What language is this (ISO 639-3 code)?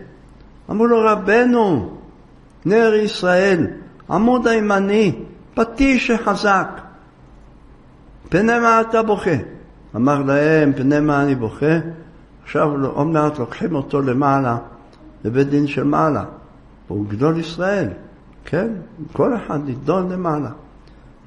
heb